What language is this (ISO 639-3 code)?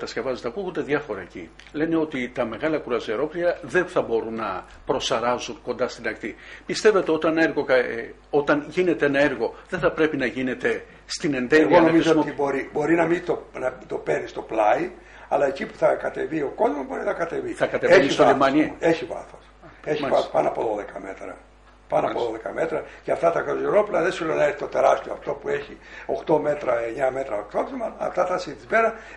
ell